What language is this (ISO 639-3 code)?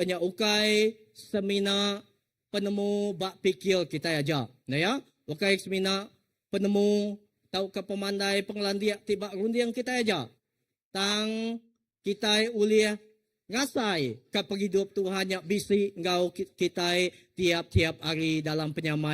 iba